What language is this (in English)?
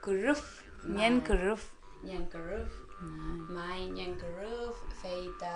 Mapuche